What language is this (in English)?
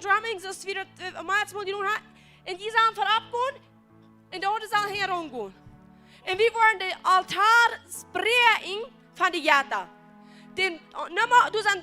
Plautdietsch